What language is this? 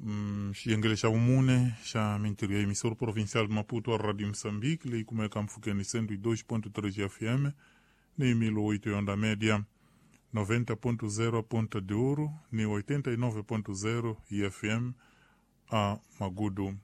Tsonga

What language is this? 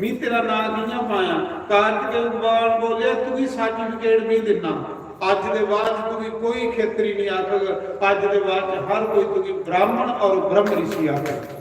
Dogri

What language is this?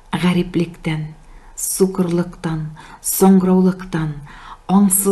Tatar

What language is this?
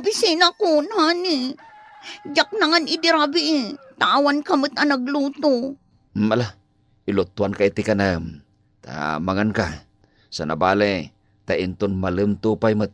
Iloko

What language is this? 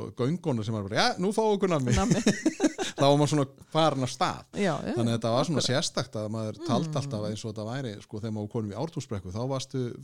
Icelandic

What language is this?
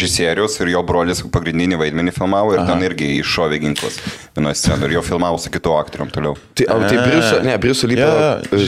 Lithuanian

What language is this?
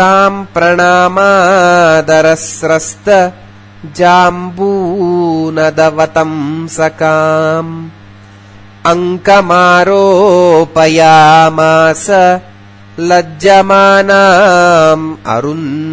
Sanskrit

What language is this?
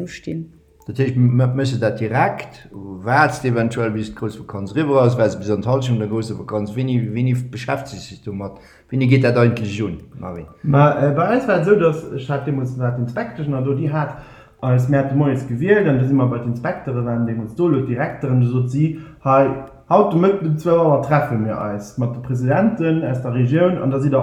Luxembourgish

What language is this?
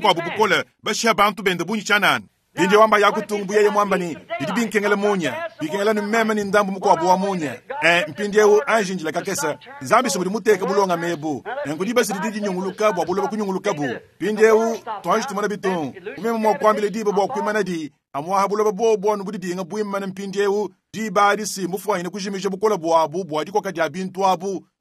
Luba-Lulua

